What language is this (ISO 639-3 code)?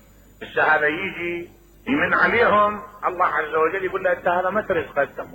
acm